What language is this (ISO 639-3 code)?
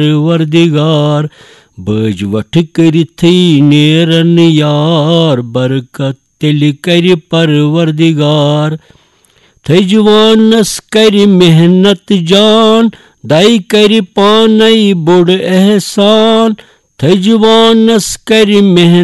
kas